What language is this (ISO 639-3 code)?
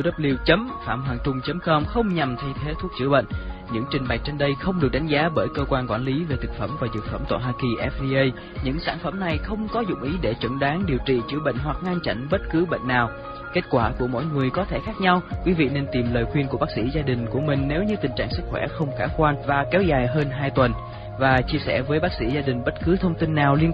vie